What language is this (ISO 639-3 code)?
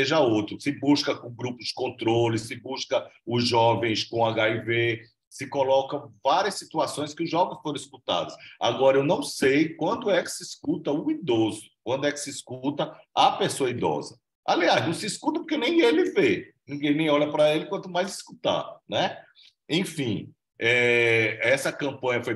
por